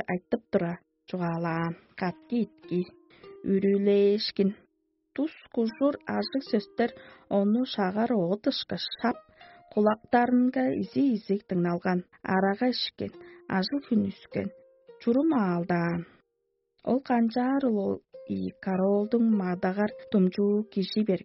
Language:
Tuvinian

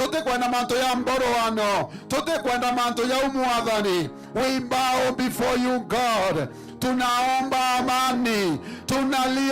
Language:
Meru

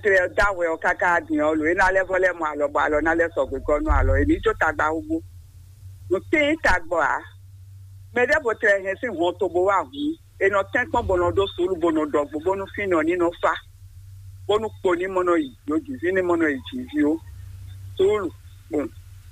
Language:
Fon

